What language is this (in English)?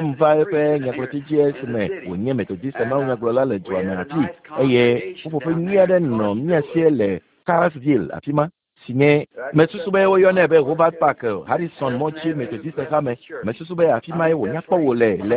Ewe